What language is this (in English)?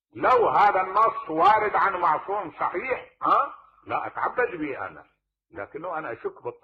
Mesopotamian Arabic